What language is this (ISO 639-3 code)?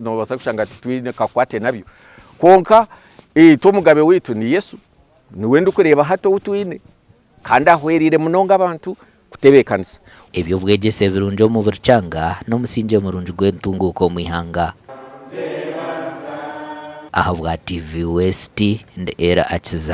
nyn